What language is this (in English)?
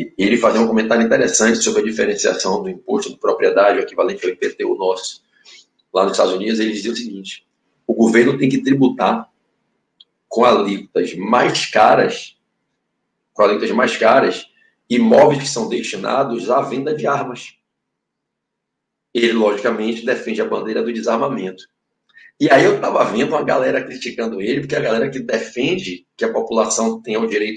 Portuguese